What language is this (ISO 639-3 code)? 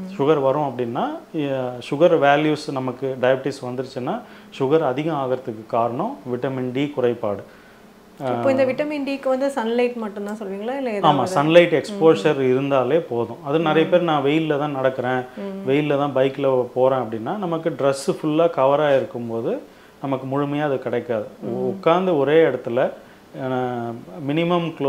tam